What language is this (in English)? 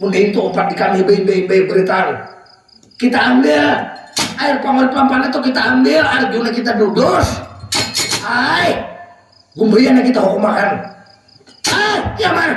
Banjar